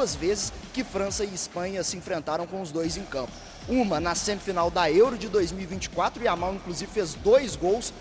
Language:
Portuguese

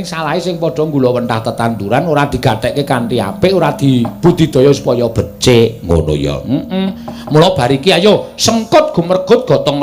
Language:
Javanese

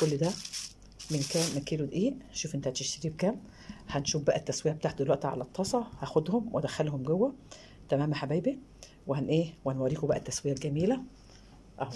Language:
Egyptian Arabic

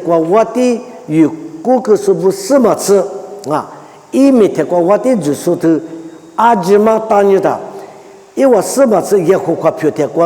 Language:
Lisu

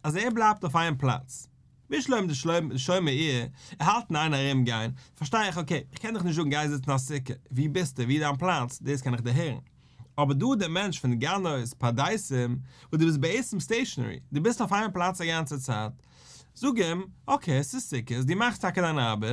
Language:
Yiddish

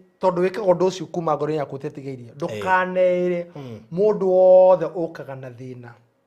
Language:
Kikuyu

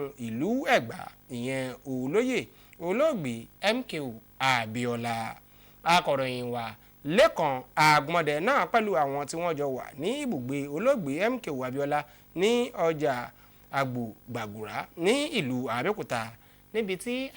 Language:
Yoruba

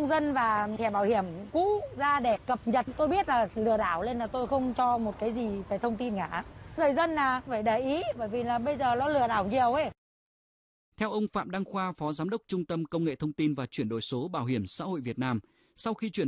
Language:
Vietnamese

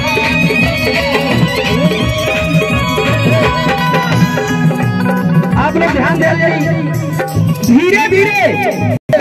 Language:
Bhojpuri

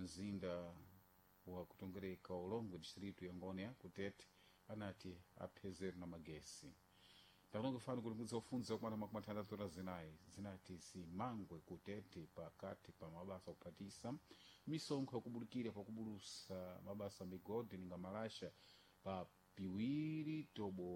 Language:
Sena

